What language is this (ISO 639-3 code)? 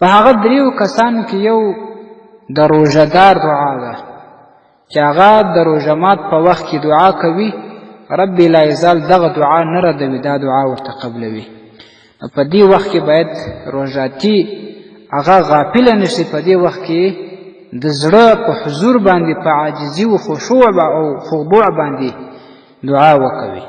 pus